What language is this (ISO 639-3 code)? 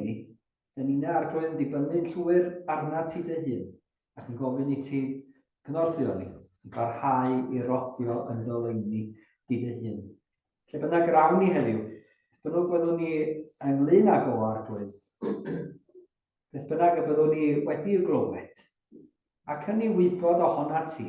cym